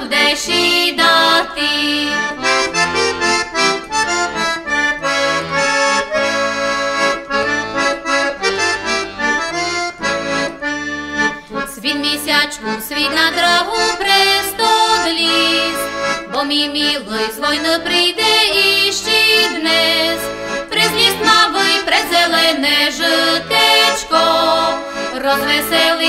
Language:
Slovak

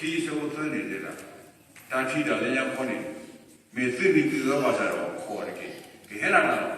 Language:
S'gaw Karen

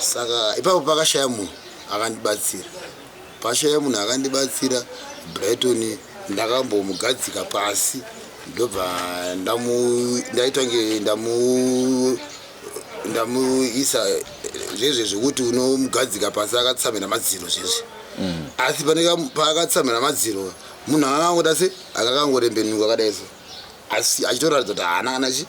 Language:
Shona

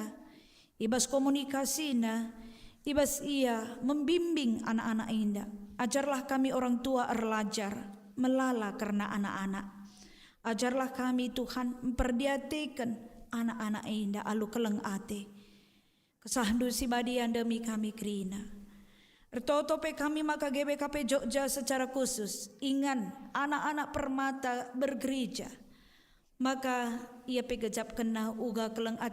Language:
Batak Karo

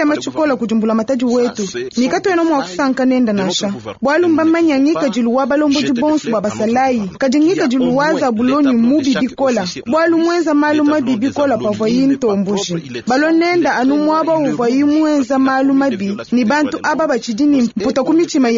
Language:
Luba-Lulua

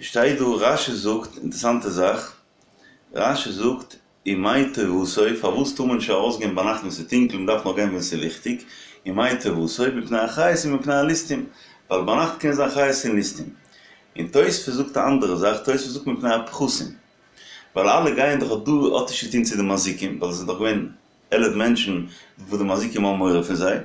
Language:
Yiddish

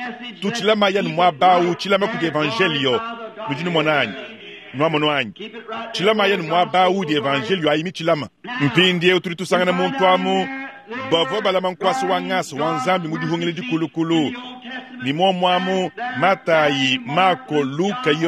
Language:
Luba-Lulua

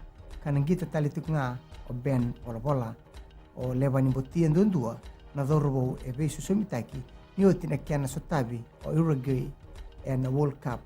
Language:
Fijian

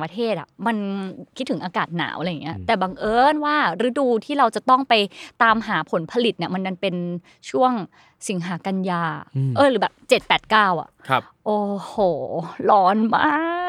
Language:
Thai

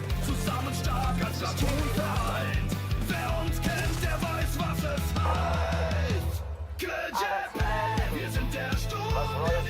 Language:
Bavarian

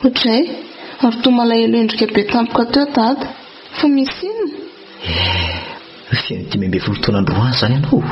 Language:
Malagasy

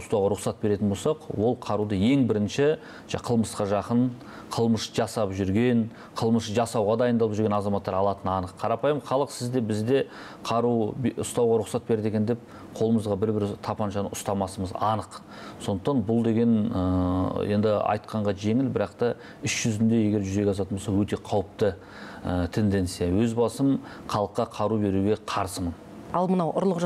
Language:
Kazakh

